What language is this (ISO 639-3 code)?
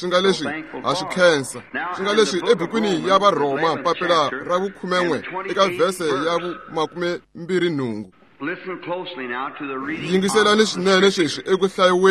tso